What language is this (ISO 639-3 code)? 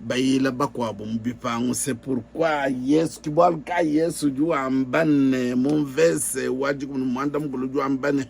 lua